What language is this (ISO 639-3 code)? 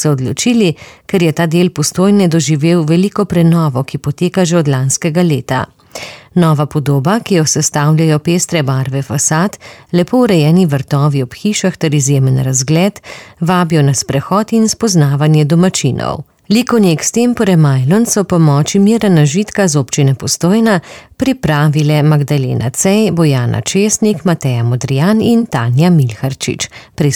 slv